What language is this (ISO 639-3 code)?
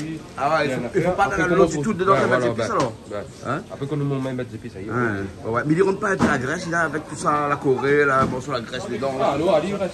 rcf